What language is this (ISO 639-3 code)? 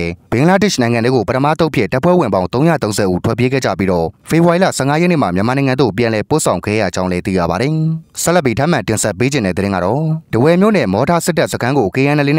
mya